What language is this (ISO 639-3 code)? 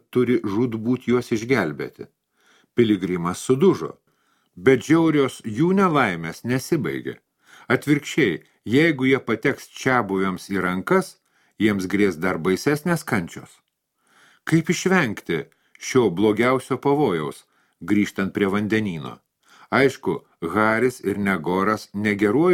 lit